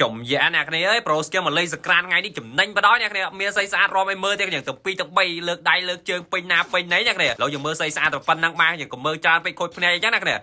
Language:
Khmer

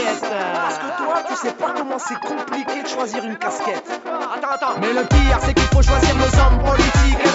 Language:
French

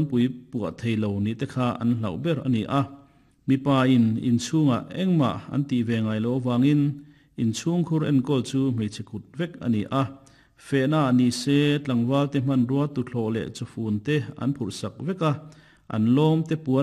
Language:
Mizo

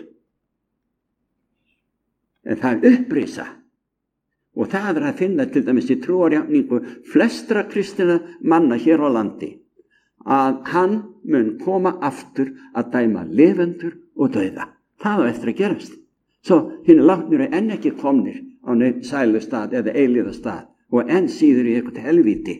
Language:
Icelandic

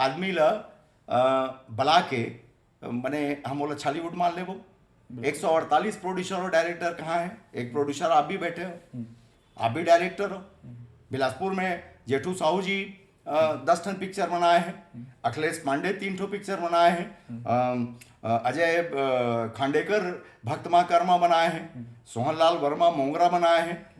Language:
Chhattisgarhi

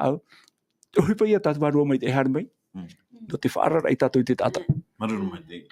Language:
Tahitian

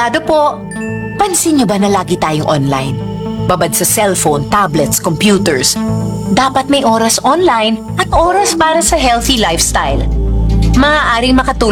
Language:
Filipino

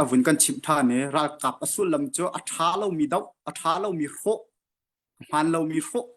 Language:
Hakha Chin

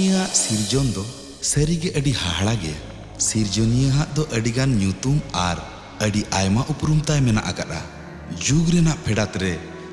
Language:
Santali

